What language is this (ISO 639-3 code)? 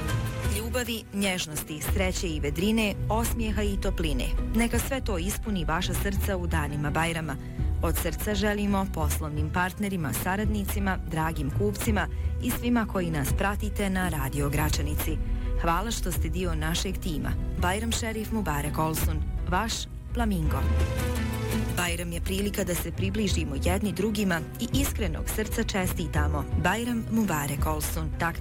bos